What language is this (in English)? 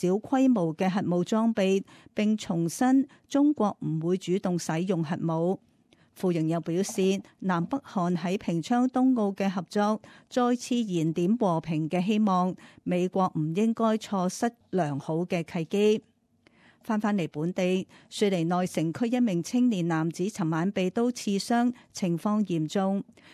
Cantonese